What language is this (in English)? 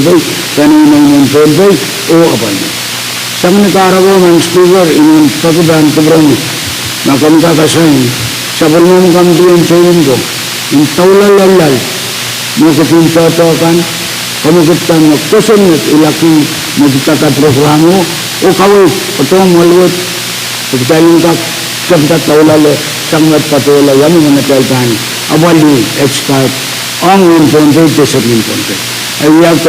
Pohnpeian